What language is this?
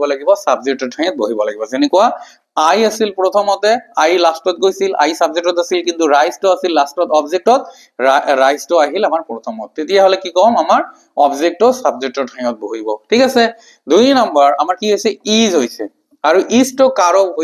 Assamese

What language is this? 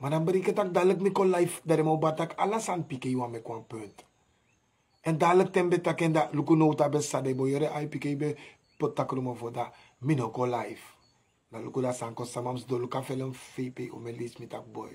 Sranan Tongo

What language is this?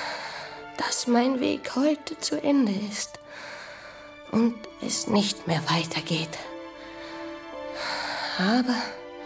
German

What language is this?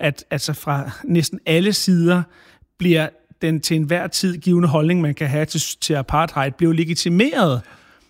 Danish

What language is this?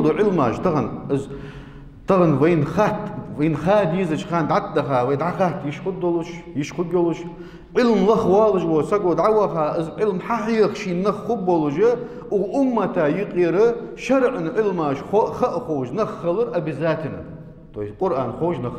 Ingush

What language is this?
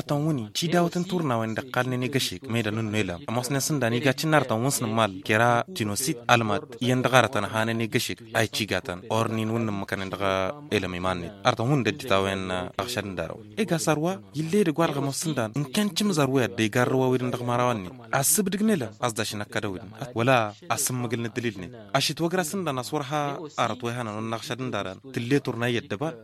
Tamasheq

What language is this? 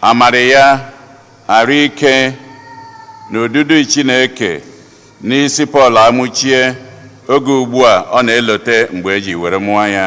Igbo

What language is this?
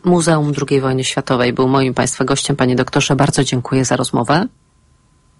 Polish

